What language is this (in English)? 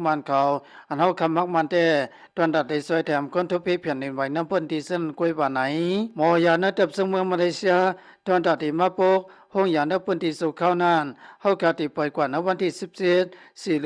Lao